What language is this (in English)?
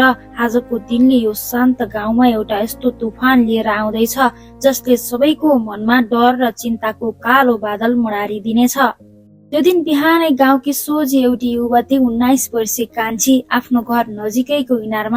Nepali